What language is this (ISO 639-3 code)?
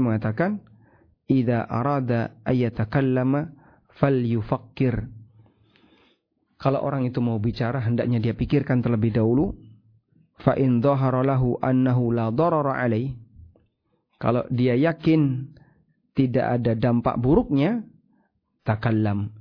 ind